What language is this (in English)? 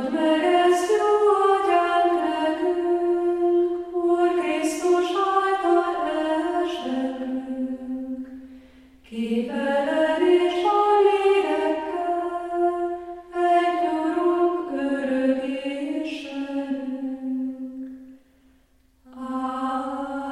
Hungarian